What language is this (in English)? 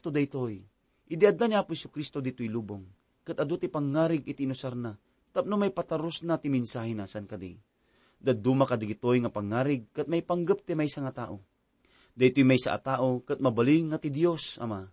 Iloko